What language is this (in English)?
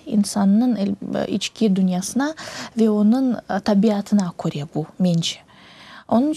Crimean Tatar